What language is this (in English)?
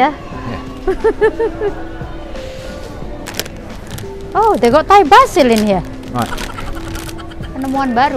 Indonesian